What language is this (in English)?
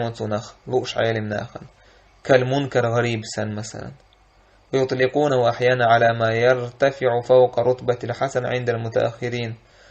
Chechen